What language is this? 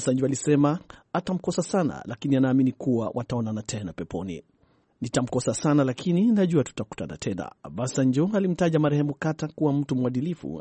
Swahili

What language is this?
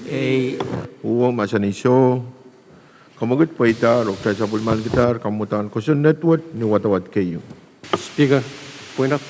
Pohnpeian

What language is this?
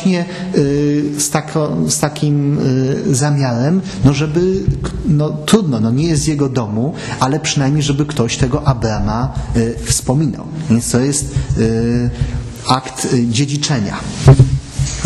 Polish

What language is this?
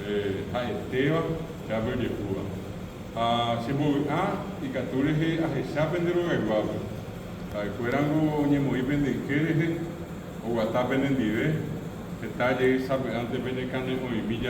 Guarani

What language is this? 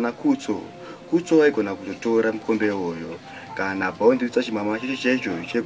Shona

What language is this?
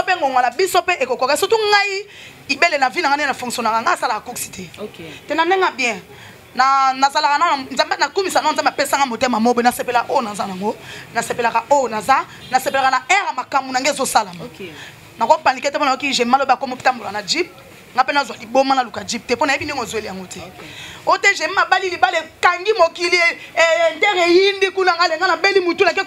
Lingala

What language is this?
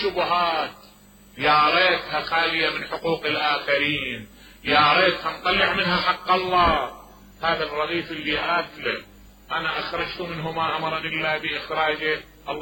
Mesopotamian Arabic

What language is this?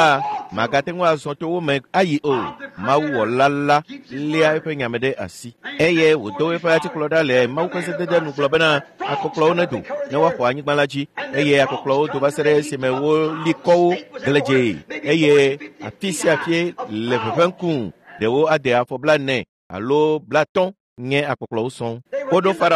Ewe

